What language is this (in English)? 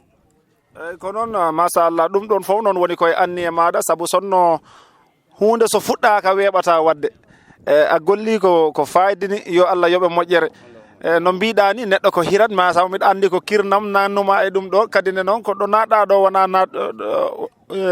Fula